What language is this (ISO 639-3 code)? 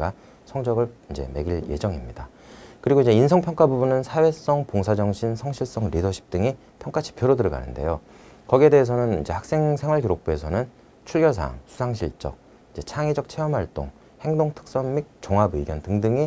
kor